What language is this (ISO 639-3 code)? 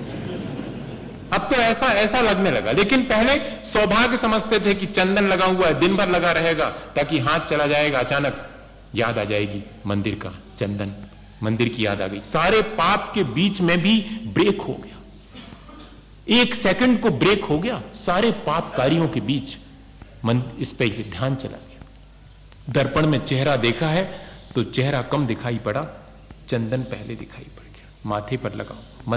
hin